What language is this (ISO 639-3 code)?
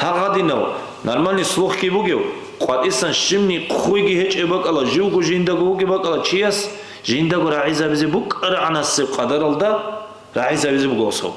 ava